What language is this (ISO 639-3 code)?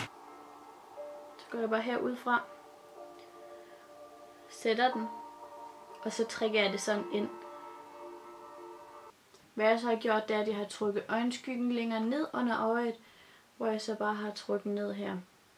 dan